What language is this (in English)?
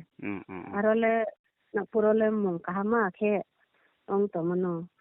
Riang (India)